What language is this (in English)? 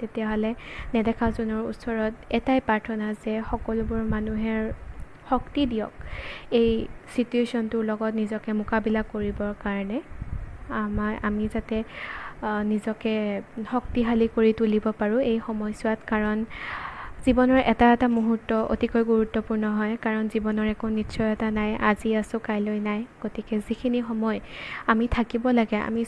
Assamese